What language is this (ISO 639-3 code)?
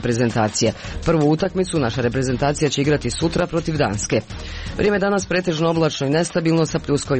hrv